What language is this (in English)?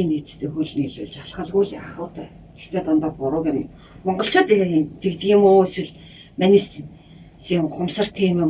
Mongolian